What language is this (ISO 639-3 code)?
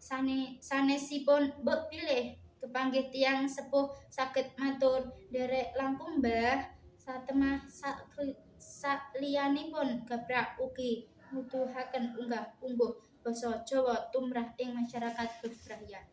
jav